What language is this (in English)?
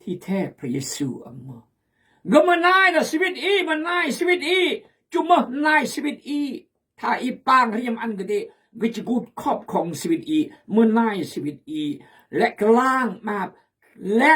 Khmu